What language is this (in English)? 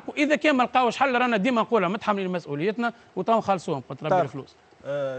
Tunisian Arabic